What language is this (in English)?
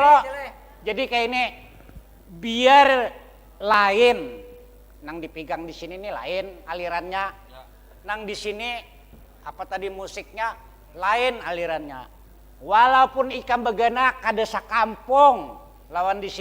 Banjar